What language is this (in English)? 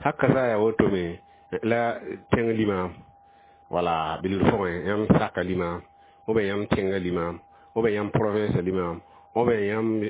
Mossi